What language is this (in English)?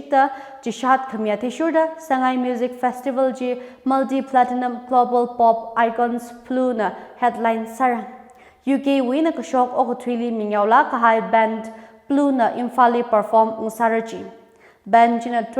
Tangkhul Naga (India)